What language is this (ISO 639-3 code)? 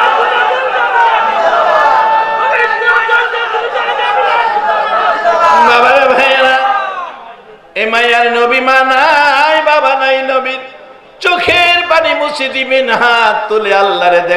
ben